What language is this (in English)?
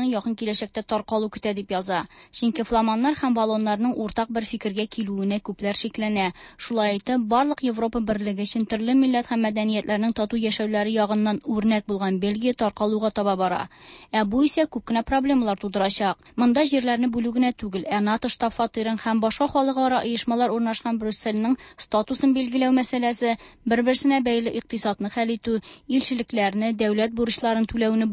Tatar